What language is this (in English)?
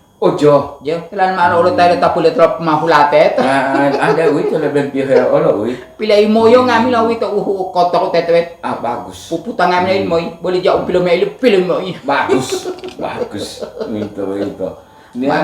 Gorontalo